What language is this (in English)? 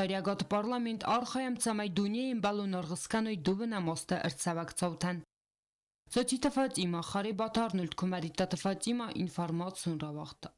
Ossetic